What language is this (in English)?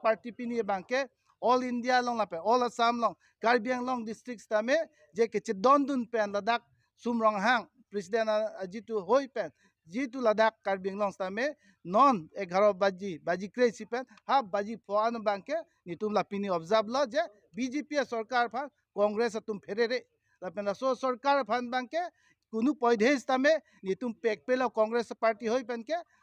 Karbi